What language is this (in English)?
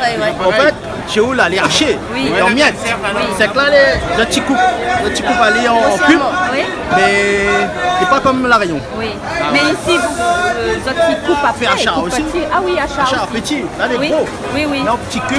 Réunion Creole French